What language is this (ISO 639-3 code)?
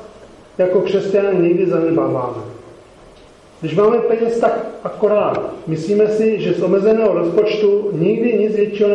ces